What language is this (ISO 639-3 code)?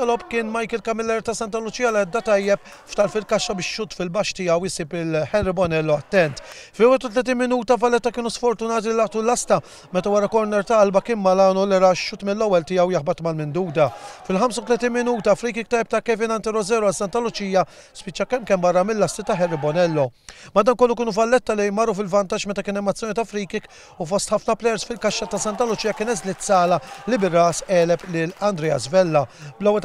mlt